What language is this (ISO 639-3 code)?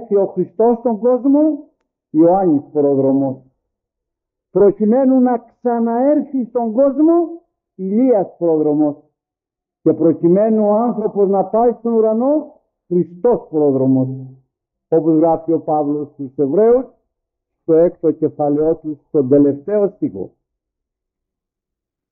ell